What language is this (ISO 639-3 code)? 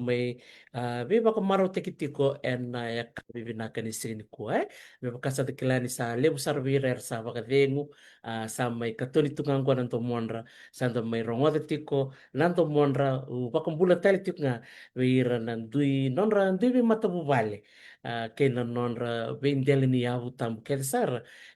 fij